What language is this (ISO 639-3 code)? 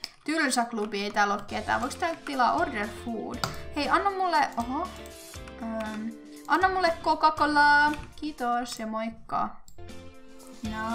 fin